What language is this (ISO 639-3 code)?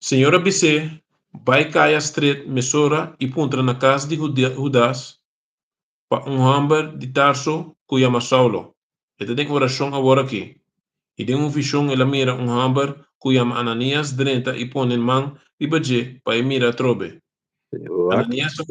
pap